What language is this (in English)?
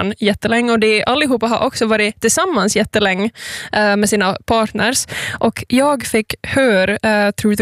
Swedish